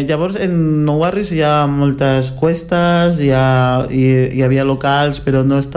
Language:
Catalan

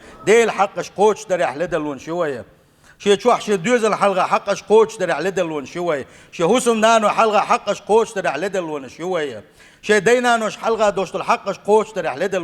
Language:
Chechen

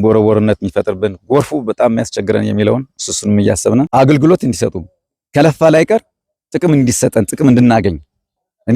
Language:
Amharic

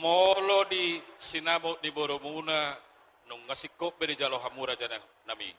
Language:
Batak Toba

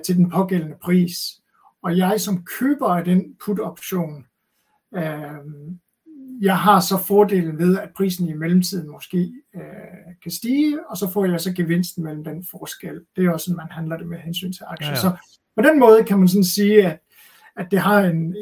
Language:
Danish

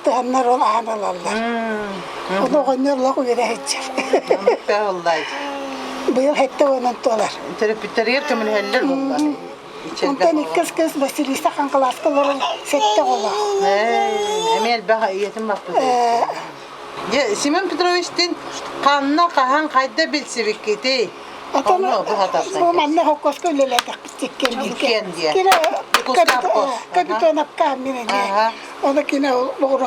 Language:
Yakut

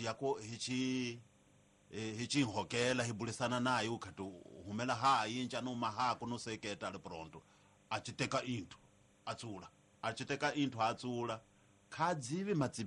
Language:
Tsonga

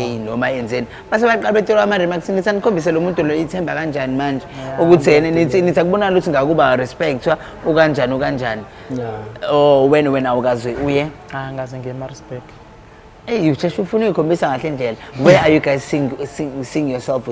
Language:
Zulu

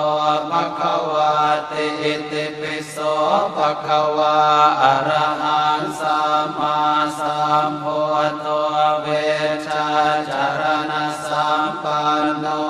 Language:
Pali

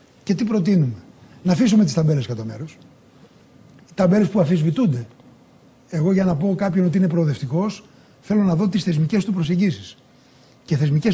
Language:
Greek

